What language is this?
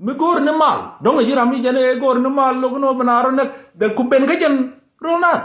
Nuer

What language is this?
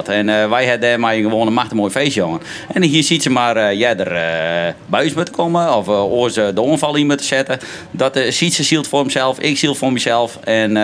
Western Frisian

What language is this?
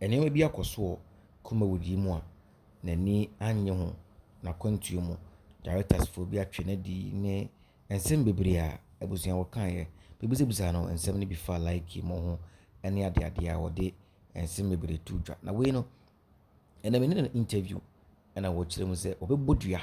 Akan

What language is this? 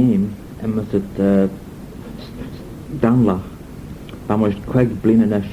Manx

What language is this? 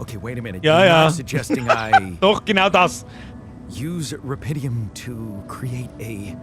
Bavarian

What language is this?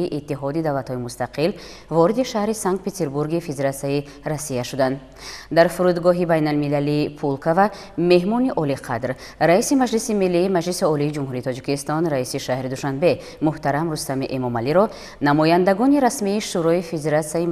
Tajik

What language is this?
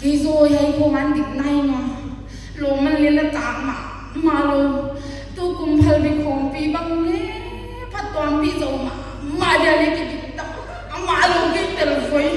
Paite Chin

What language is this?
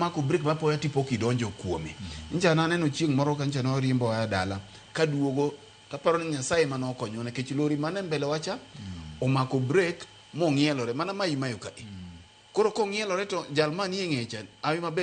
Luo (Kenya and Tanzania)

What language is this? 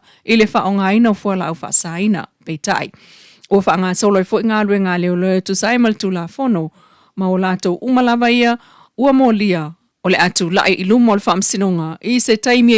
Samoan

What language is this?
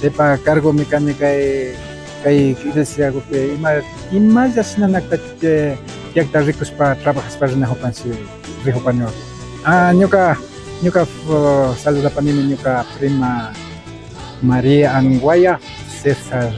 Imbabura Highland Quichua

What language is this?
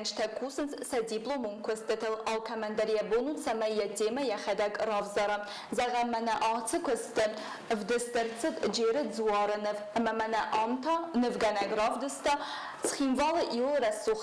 Ossetic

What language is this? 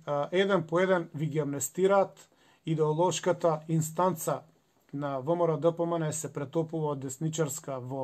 Macedonian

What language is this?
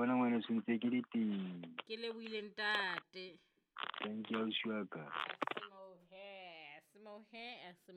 Southern Sotho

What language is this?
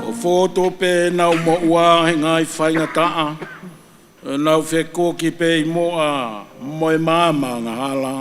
Tongan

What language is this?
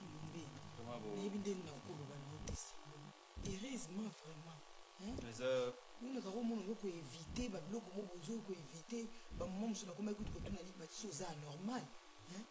Lingala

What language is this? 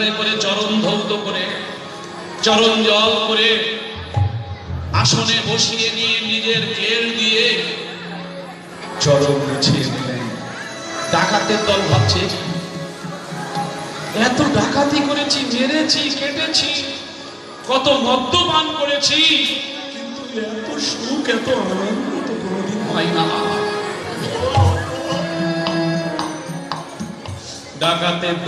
Bangla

